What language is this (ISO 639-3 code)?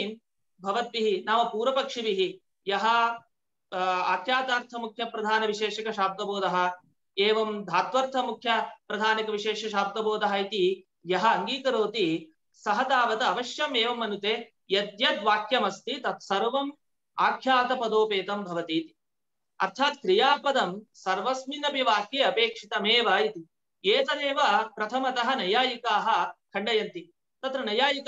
san